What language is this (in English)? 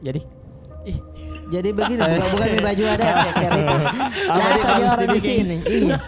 Makassar Malay